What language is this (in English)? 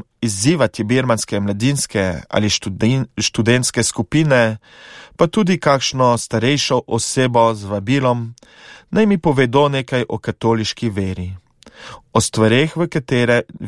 Slovenian